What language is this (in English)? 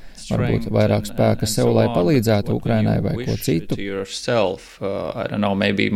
Latvian